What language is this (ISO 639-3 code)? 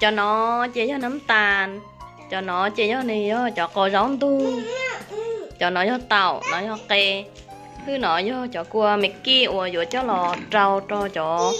hmn